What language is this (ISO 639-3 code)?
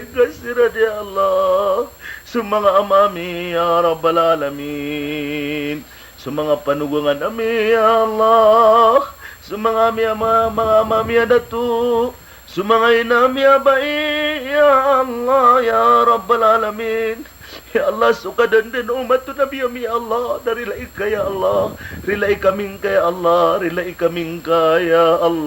mrw